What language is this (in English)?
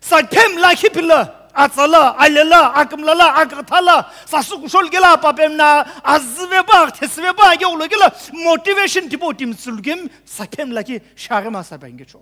Sumi Naga